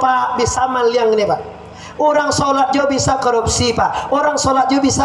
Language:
Minangkabau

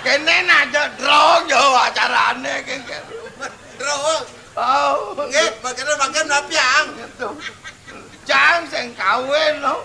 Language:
Balinese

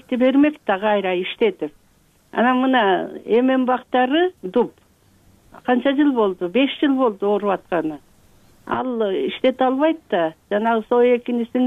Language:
Kyrgyz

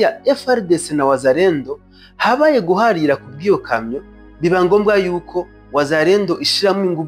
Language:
Rundi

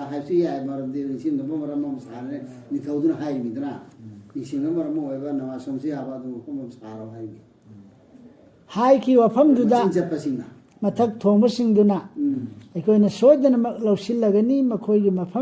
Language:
Manipuri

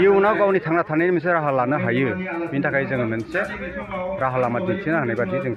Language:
Bodo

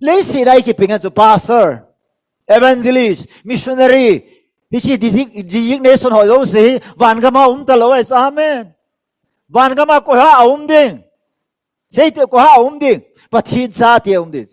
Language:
Tedim Chin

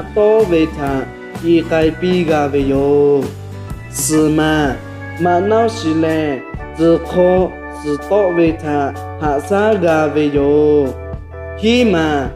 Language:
Lahu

